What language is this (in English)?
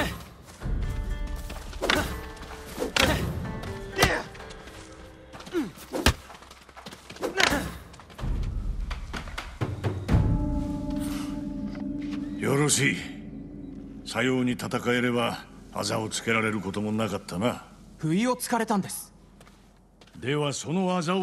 Japanese